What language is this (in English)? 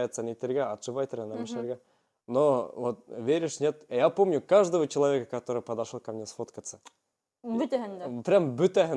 Bashkir